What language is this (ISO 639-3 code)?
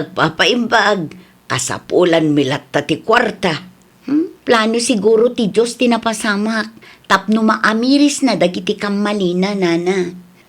ilo